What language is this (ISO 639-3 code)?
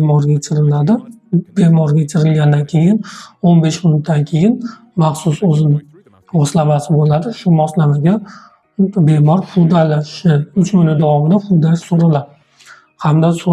uzb